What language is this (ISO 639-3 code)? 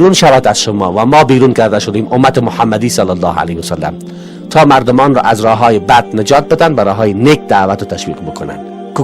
fas